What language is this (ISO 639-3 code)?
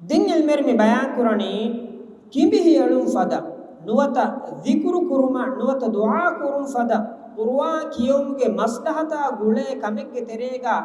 div